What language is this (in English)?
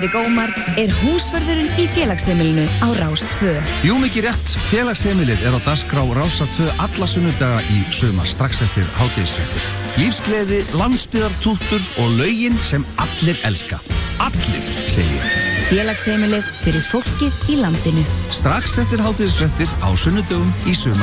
Icelandic